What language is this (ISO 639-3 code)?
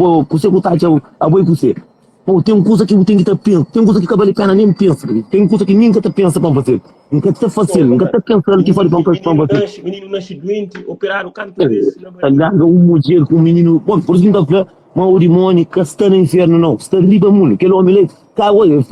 kea